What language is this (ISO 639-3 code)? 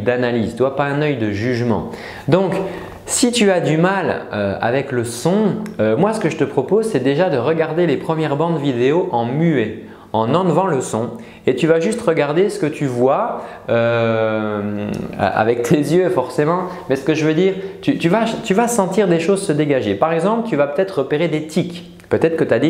fra